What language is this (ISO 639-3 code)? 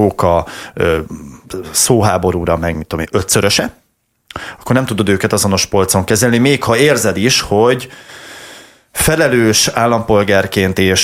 hun